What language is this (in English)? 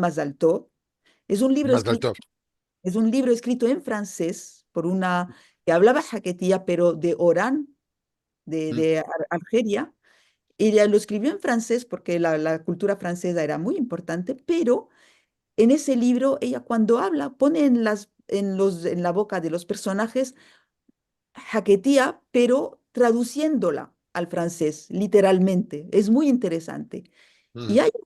Ladino